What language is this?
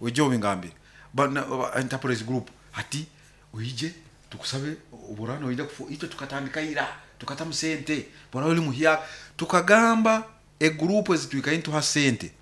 Nyoro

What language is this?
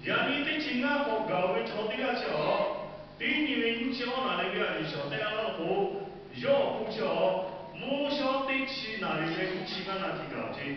Lahu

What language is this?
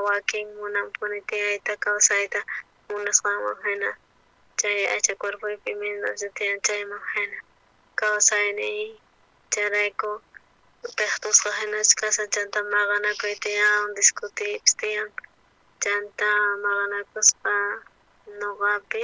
South Bolivian Quechua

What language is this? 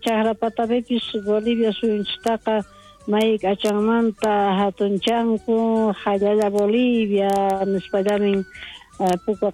South Bolivian Quechua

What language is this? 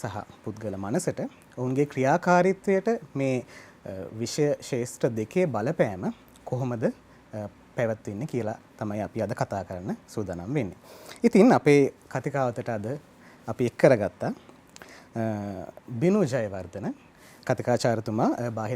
Sinhala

